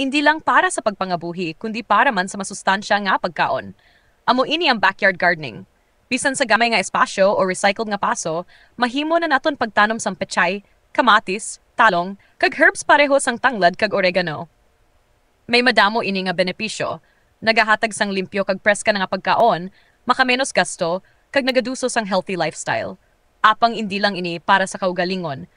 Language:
Hiligaynon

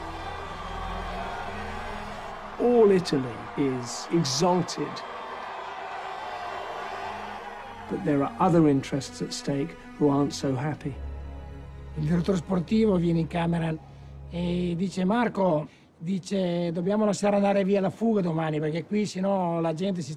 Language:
Italian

